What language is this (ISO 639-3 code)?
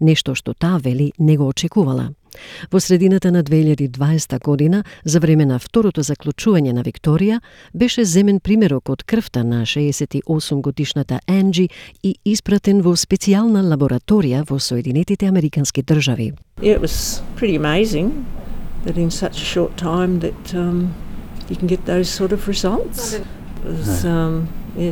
mkd